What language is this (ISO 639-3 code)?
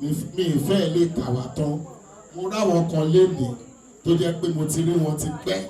yor